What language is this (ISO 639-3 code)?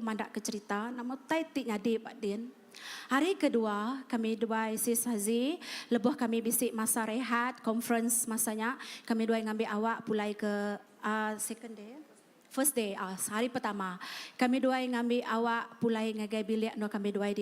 iba